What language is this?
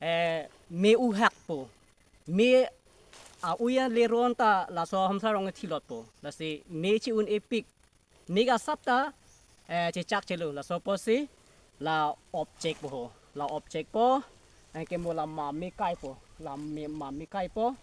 Karbi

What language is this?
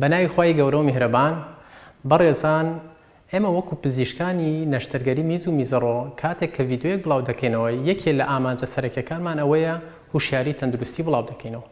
Central Kurdish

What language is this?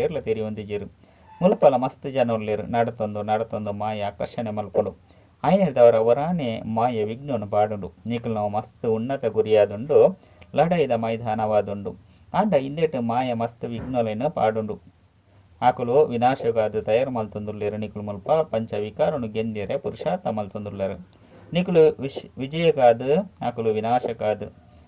Tulu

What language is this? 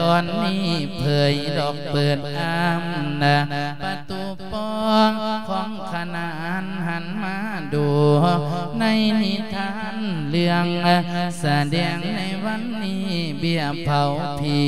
Lao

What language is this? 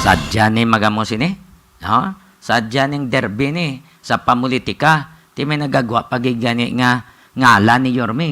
Hiligaynon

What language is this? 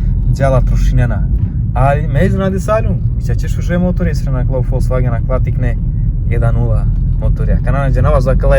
Romany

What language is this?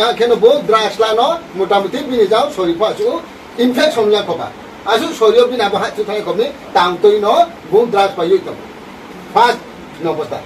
Riang (India)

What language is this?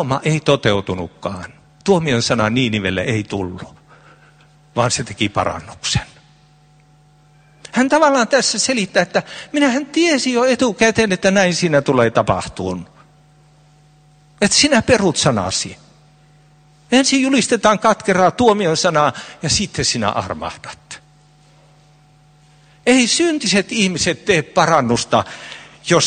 Finnish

